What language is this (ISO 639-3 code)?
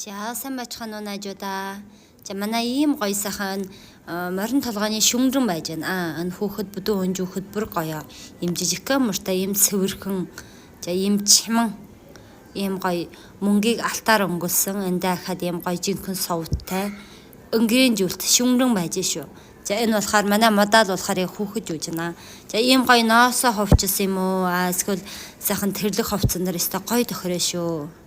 mon